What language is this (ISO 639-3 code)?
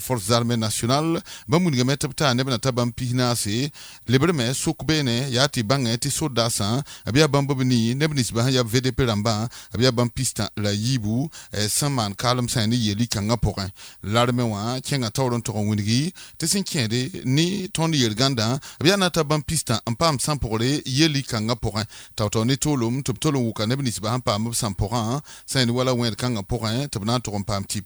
mos